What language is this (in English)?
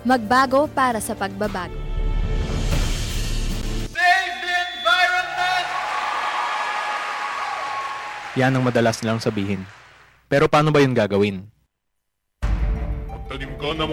Filipino